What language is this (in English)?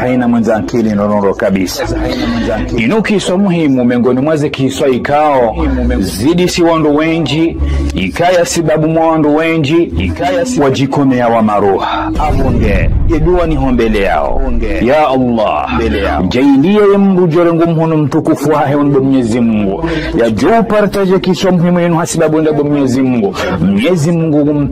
Ngazidja Comorian